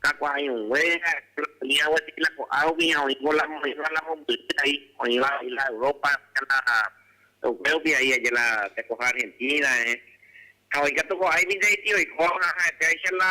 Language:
Guarani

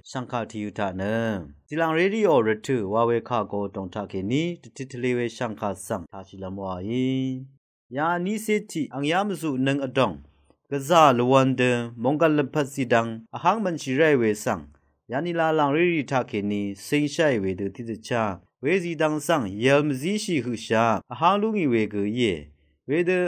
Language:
Rawang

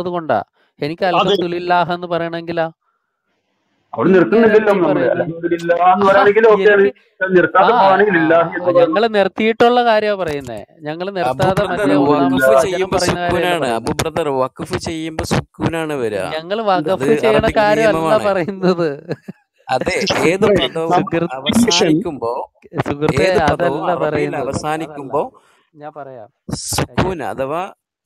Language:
Malayalam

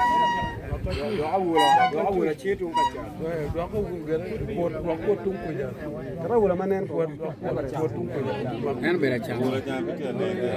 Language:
Acoli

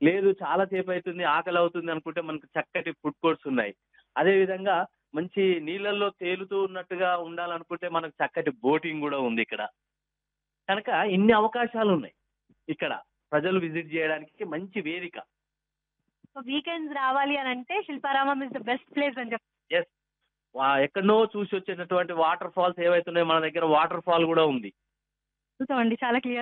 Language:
Telugu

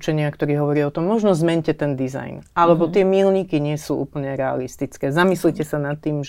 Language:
Slovak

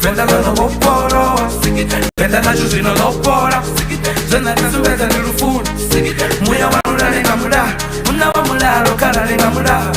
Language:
Venda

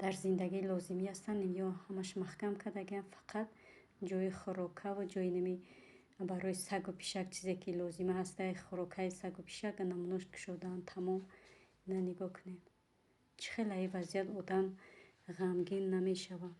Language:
Tajik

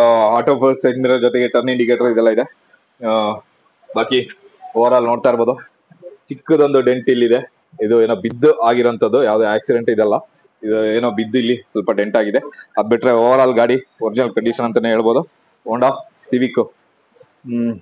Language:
Kannada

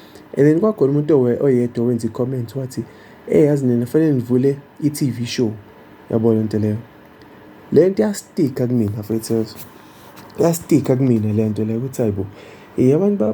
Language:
Zulu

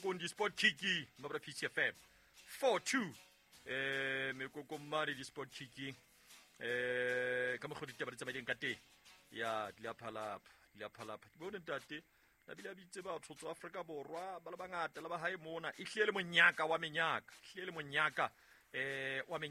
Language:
Southern Sotho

